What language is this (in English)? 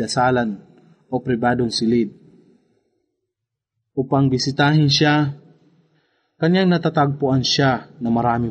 Filipino